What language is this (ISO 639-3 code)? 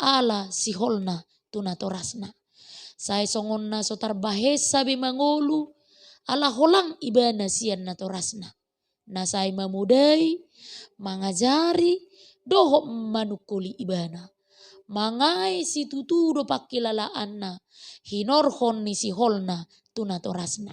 bbc